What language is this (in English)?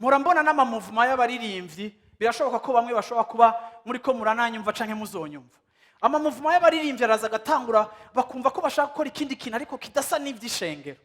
Rundi